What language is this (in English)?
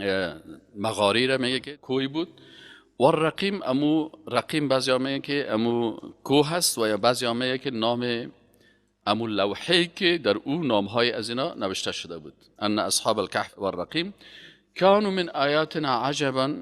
Persian